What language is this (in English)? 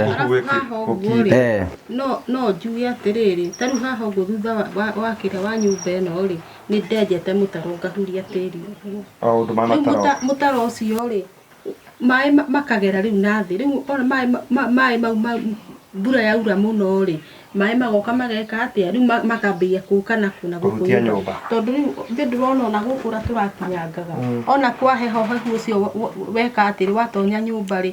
Kikuyu